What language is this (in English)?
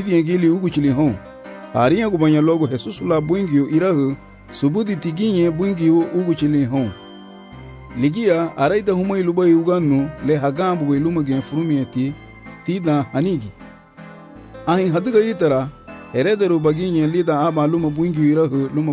Garifuna